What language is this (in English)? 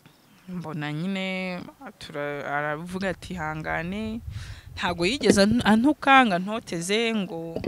Kinyarwanda